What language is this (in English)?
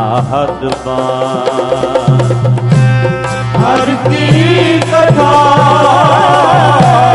Punjabi